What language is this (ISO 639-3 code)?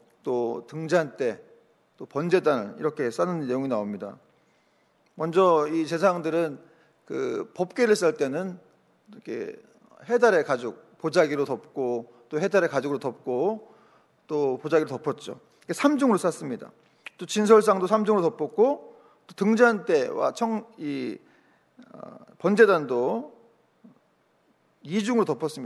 kor